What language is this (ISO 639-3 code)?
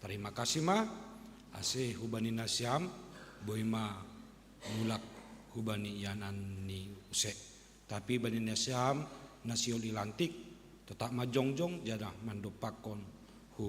bts